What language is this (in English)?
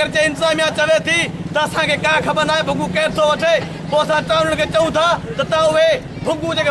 Sindhi